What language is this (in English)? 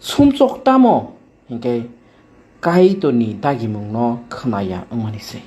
Kok Borok